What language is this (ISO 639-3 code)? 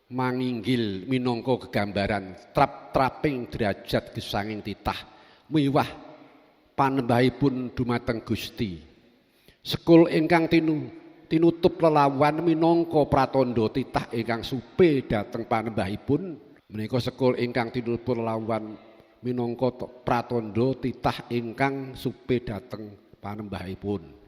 jav